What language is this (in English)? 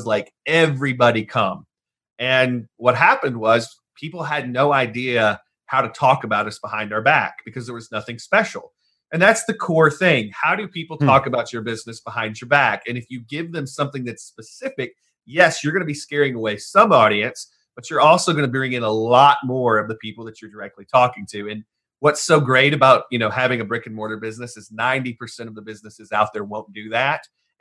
English